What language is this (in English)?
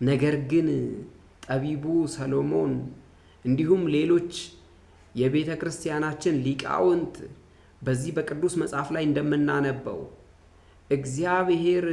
Amharic